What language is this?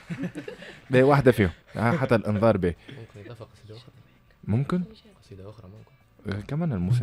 Tunisian Arabic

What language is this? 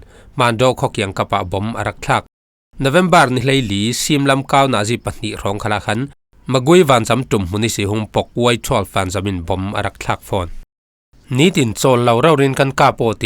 Falam Chin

